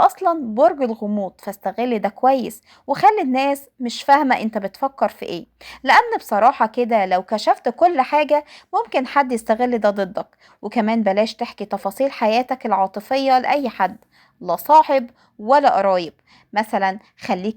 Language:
Egyptian Arabic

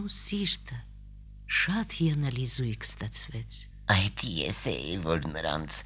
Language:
Armenian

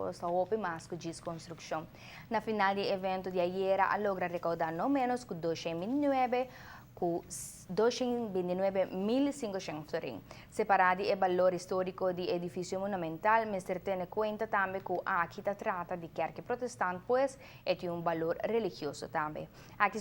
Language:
Papiamento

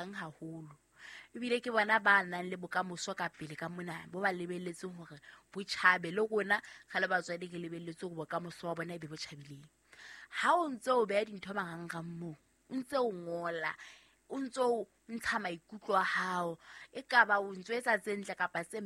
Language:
Southern Sotho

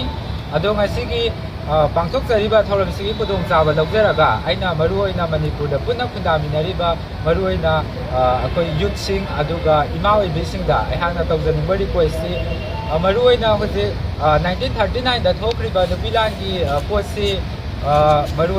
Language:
Manipuri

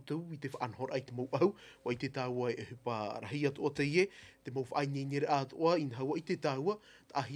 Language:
Tahitian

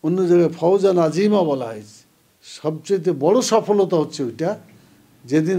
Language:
Bangla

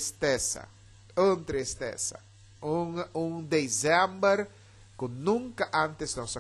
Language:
Papiamento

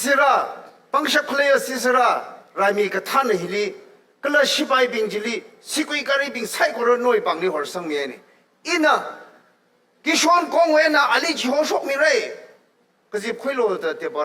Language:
Tangkhul Naga (India)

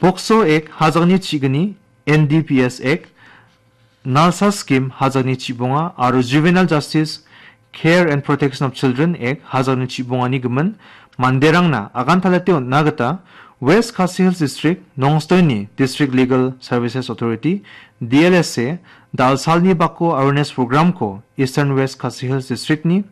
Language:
Garo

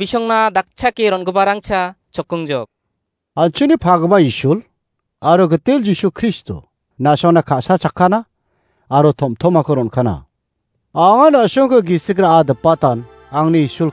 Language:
Garo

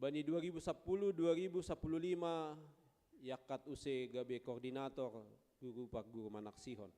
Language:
Batak Simalungun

